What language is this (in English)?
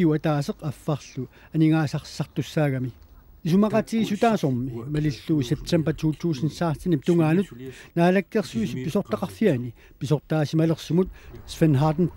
Kalaallisut